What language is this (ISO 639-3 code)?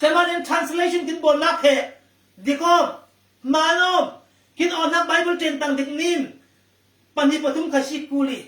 cfm